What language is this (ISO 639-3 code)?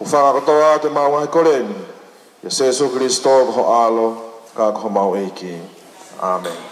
ton